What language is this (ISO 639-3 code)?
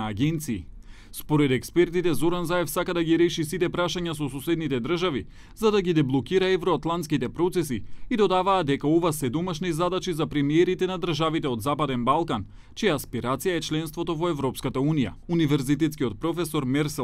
mkd